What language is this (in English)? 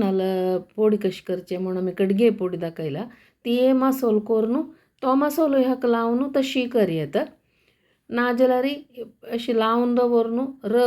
Konkani